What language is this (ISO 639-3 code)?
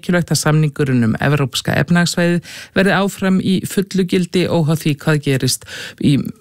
isl